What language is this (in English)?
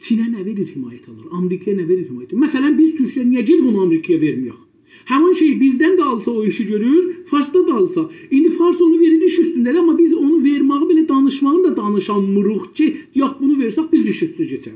South Azerbaijani